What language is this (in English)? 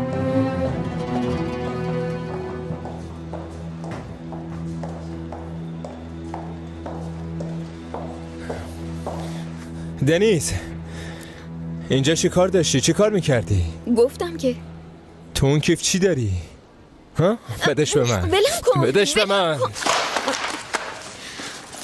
Persian